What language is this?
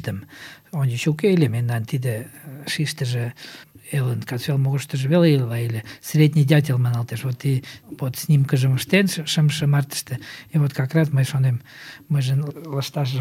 Mari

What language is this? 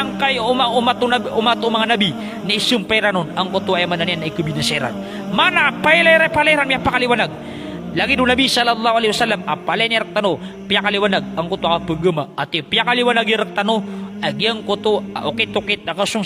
Maranao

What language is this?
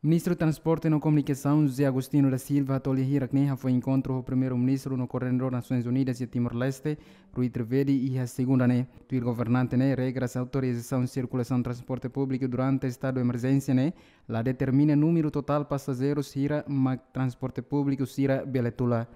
Tetum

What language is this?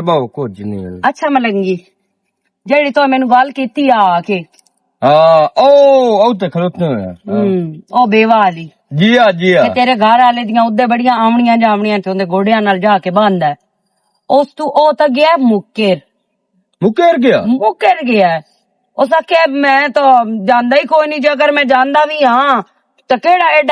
Western Panjabi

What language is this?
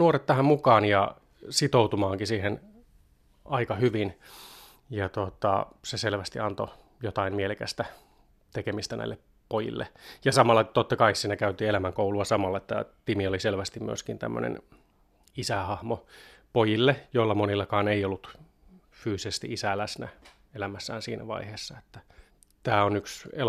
Finnish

